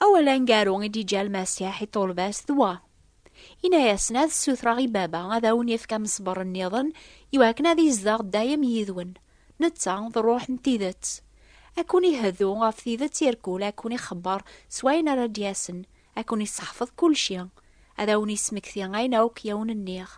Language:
Kabyle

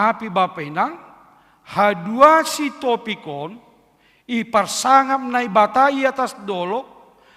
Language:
Batak Simalungun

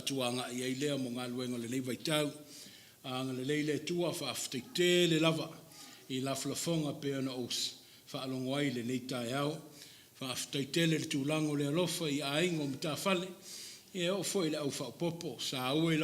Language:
Samoan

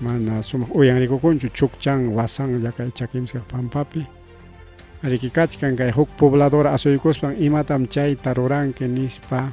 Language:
Ayacucho Quechua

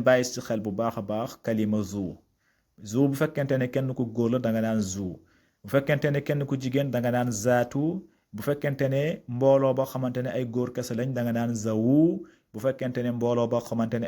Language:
Wolof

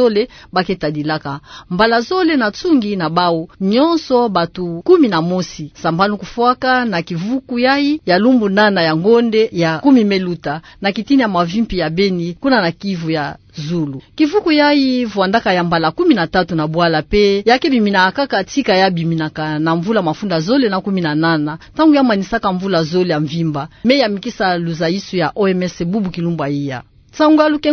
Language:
Kituba (Democratic Republic of Congo)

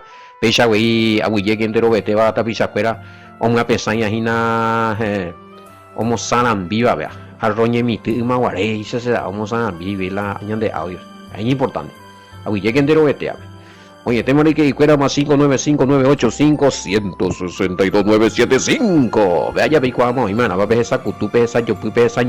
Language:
Guarani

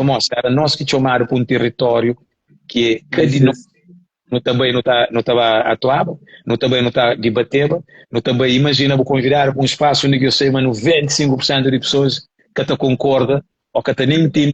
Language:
Kabuverdianu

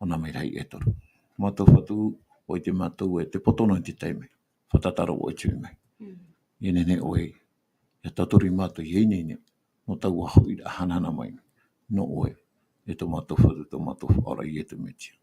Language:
Tahitian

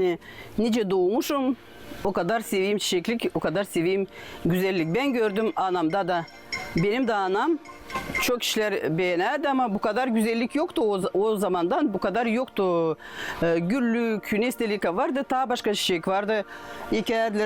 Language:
Gagauz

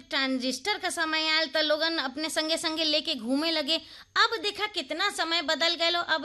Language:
Bhojpuri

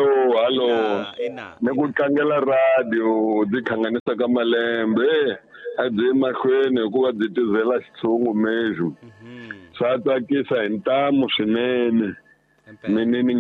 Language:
Tsonga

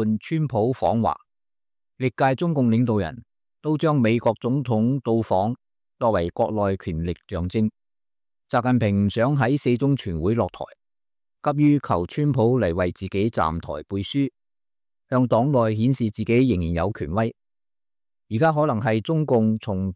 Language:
Cantonese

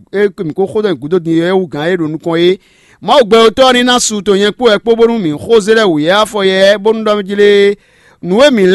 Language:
Fon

